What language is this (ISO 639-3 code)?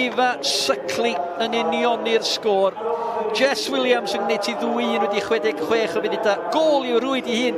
cym